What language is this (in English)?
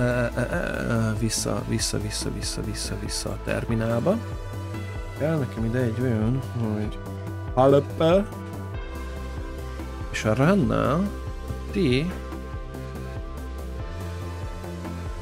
Hungarian